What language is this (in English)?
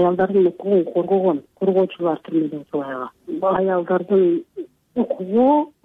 Kyrgyz